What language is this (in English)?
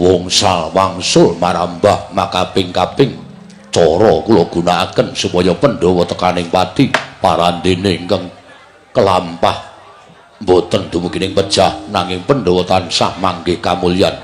Javanese